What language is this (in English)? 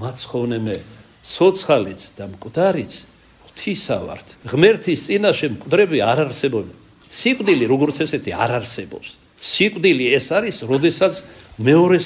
Georgian